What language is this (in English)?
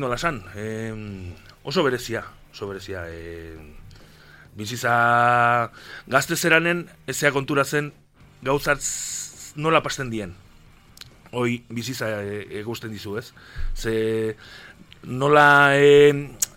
Basque